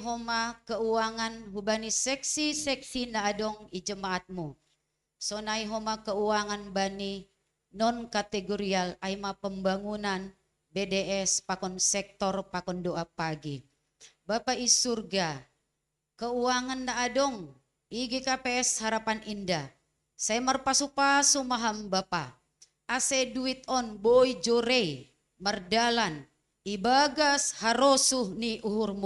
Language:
Batak Simalungun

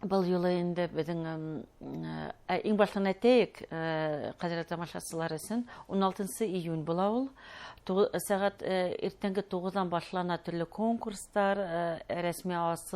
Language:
Bashkir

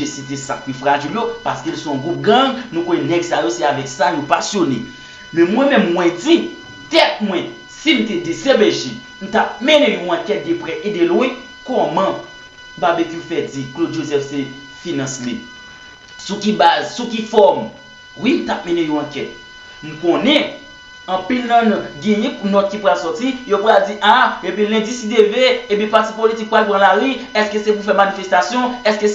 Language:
Haitian Creole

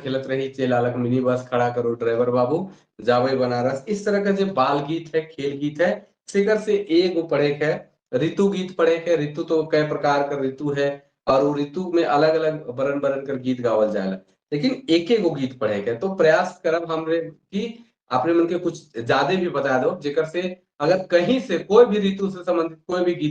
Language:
Sadri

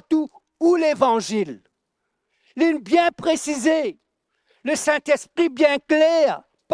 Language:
Morisyen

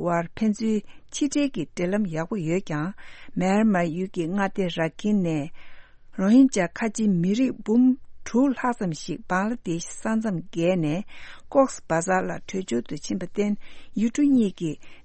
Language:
Tibetan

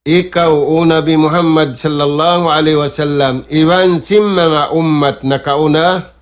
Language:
Tausug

